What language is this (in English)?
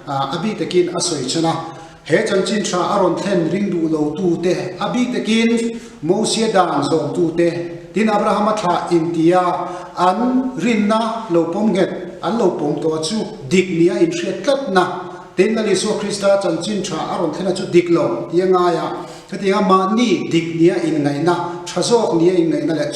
Mizo